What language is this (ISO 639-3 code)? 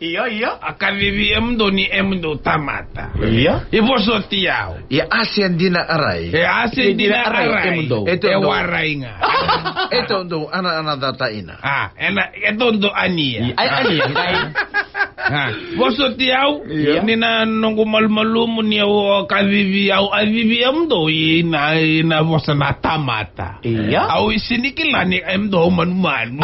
fij